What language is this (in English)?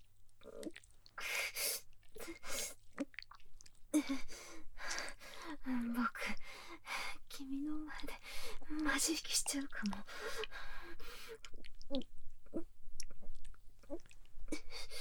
Japanese